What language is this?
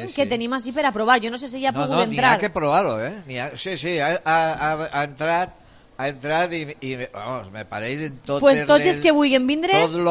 Catalan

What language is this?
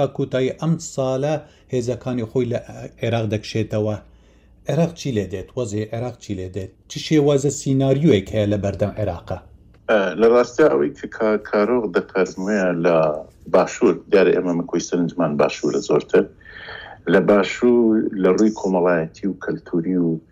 Central Kurdish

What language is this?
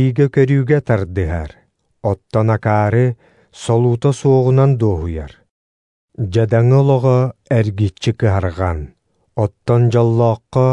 Yakut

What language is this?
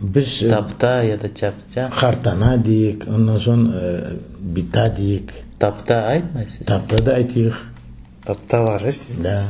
Crimean Tatar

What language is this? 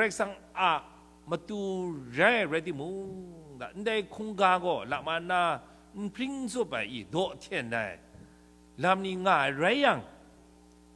Kachin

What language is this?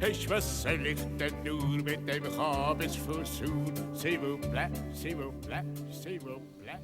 Romansh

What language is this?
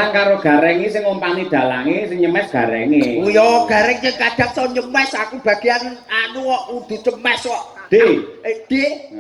Javanese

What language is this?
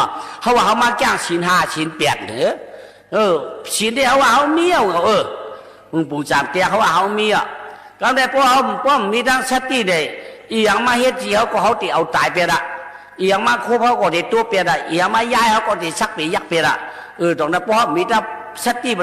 Shan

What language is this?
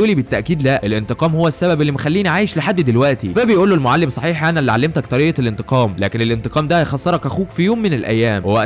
Egyptian Arabic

